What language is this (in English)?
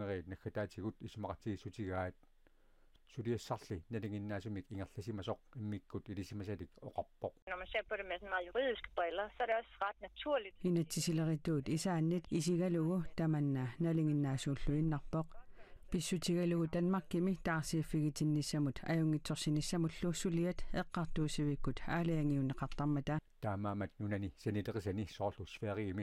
Kalaallisut